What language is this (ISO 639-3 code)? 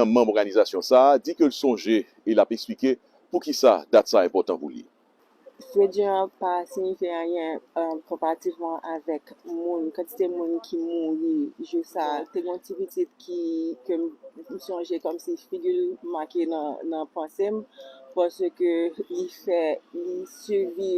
hat